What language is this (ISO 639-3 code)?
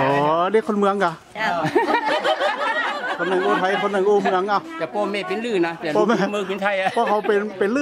tha